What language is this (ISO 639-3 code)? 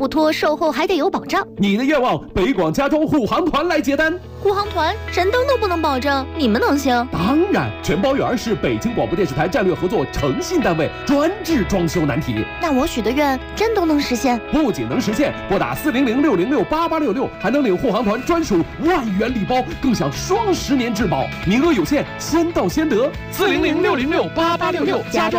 zho